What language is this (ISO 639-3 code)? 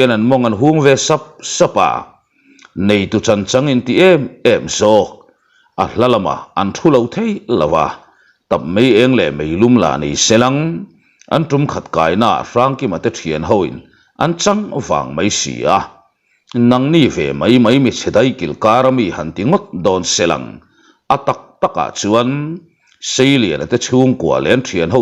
lus